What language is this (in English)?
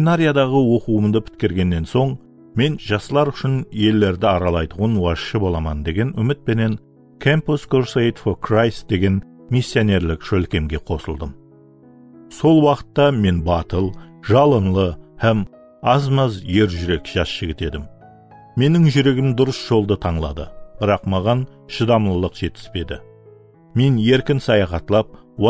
Kara-Kalpak